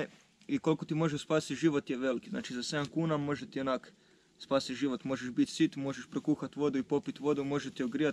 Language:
Croatian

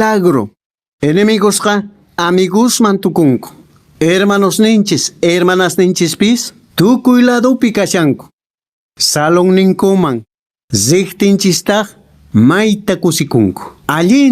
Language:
Quechua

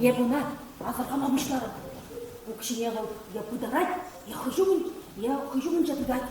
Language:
Chuvash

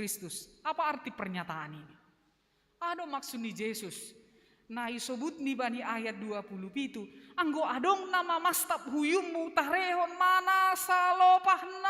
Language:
Batak Simalungun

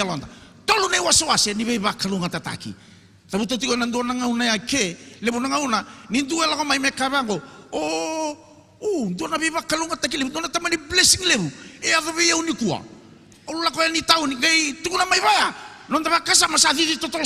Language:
Fijian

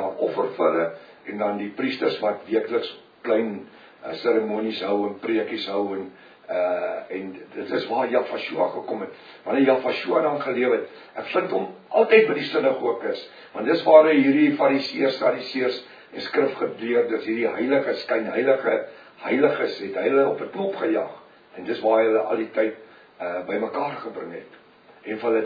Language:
Afrikaans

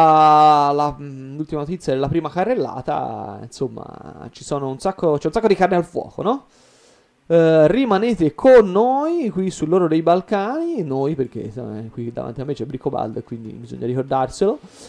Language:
Italian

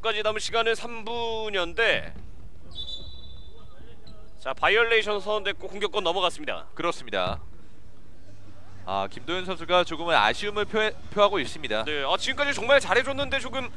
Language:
Korean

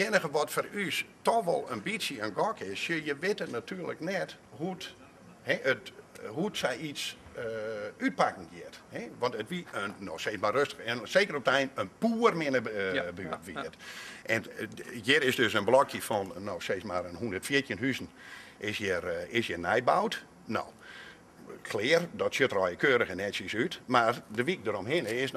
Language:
Western Frisian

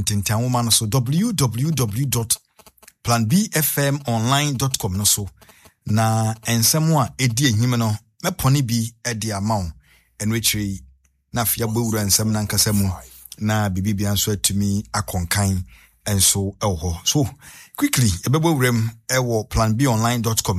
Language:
Akan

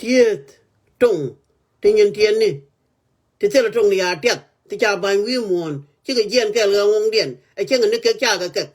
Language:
Nuer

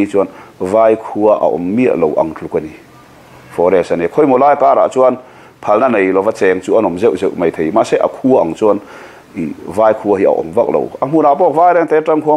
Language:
Mizo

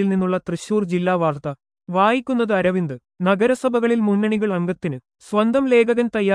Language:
Malayalam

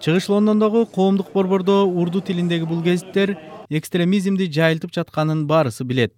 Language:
Kyrgyz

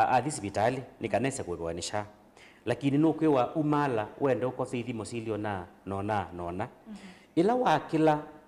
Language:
Kamba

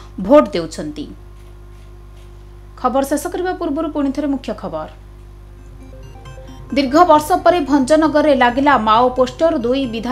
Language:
Odia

